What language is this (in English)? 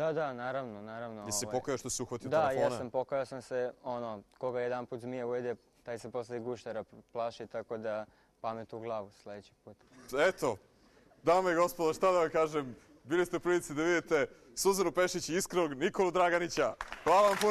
Serbian